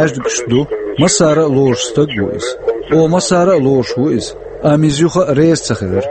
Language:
Chechen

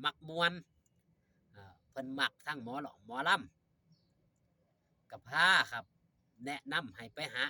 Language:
Northeastern Thai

